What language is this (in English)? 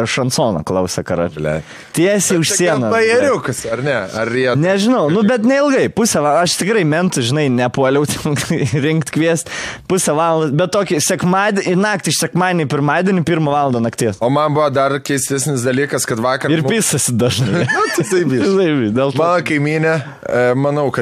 Lithuanian